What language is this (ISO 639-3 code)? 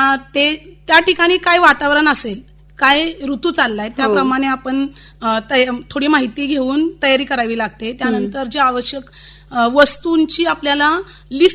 mar